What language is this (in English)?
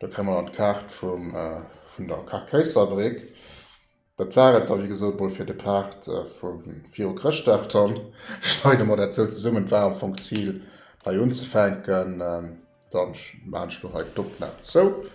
Luxembourgish